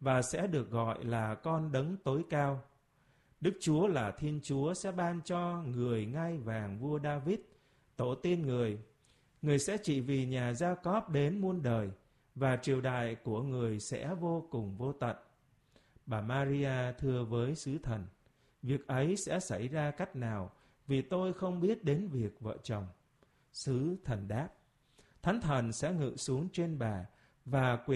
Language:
Vietnamese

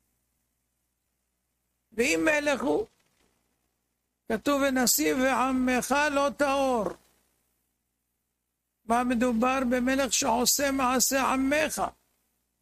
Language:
Hebrew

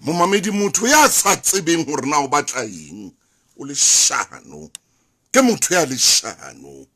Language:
Southern Sotho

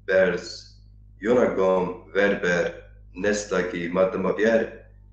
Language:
Zaza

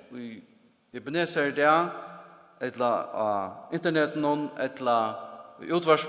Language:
Faroese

